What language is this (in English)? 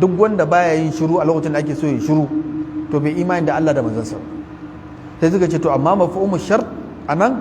Hausa